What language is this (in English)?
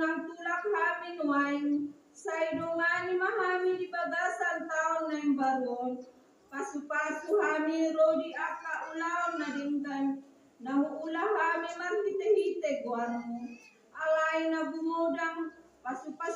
Batak Toba